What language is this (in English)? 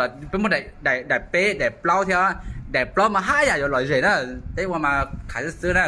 Hmong